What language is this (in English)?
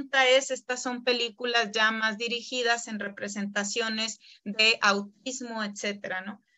Spanish